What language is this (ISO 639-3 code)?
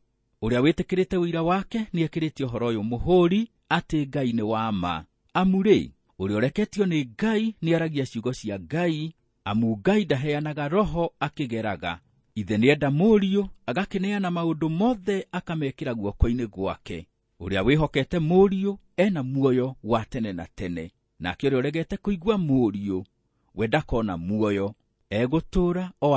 kik